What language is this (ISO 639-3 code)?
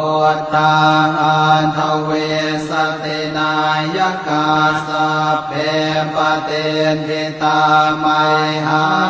pli